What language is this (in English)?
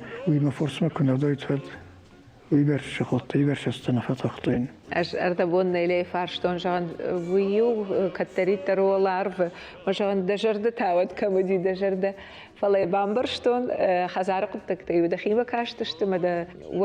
Ossetic